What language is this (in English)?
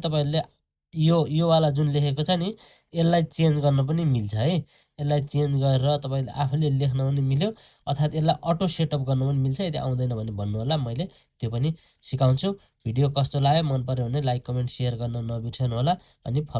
Nepali